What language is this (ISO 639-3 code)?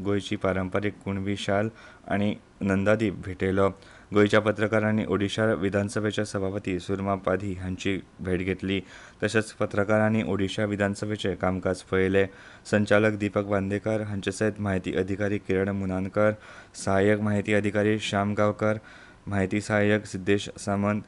kok